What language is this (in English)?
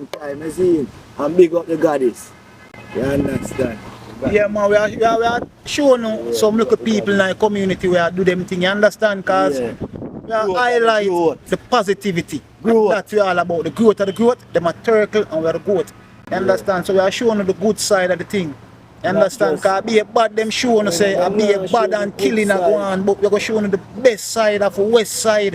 Jamaican Creole English